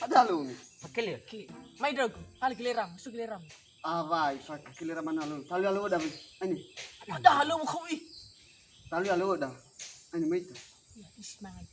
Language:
Nias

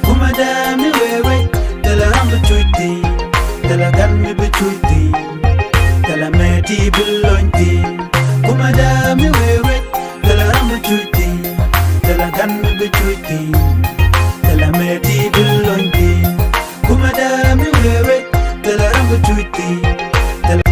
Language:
Nuer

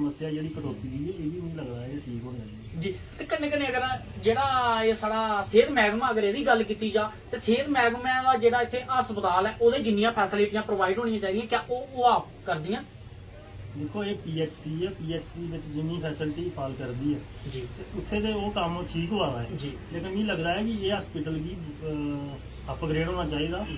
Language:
Dogri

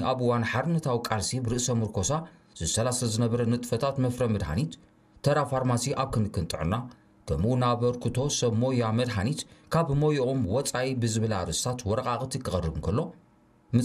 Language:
Tigrinya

